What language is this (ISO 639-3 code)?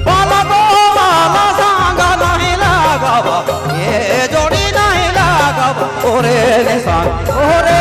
sck